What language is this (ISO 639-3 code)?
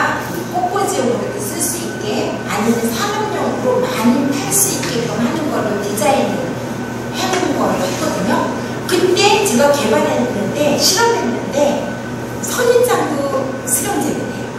kor